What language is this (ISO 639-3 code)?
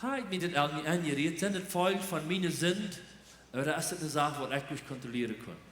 pdt